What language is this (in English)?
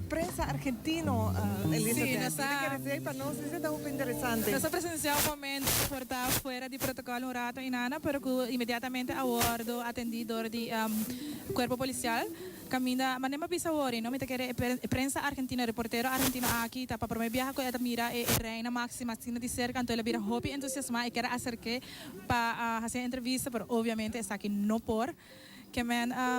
Papiamento